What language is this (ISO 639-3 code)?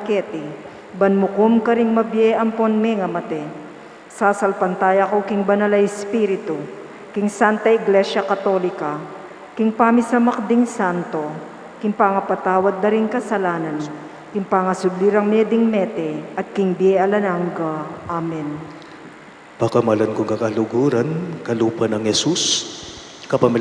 pam